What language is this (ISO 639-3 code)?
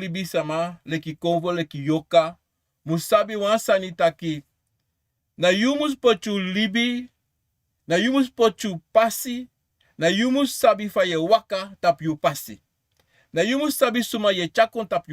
srn